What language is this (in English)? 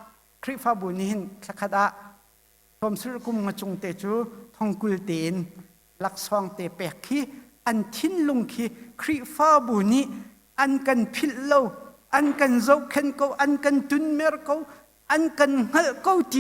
Hakha Chin